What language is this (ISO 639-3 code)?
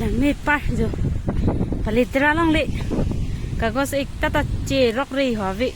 mjw